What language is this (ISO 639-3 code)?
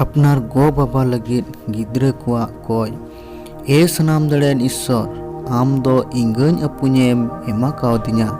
sat